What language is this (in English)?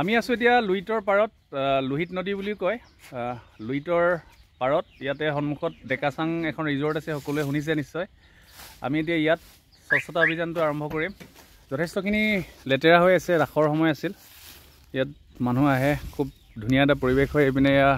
Assamese